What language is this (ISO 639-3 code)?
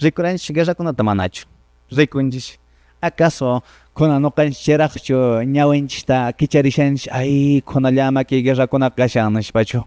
que